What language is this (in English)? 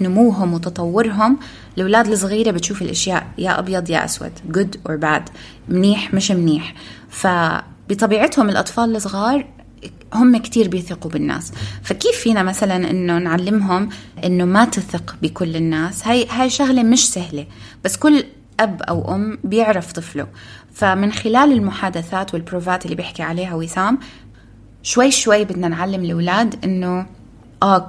North Levantine Arabic